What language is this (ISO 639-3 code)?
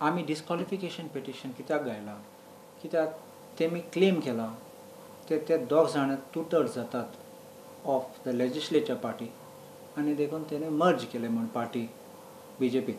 kok